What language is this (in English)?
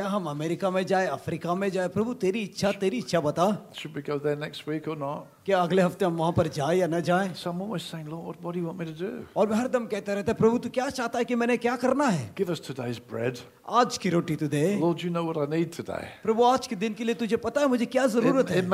Hindi